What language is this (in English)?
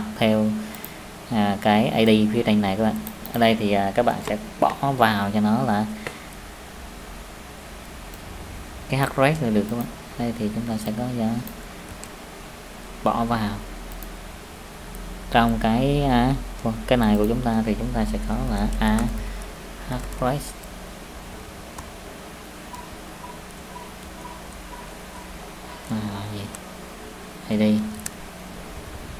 Vietnamese